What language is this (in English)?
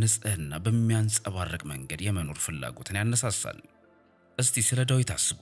Amharic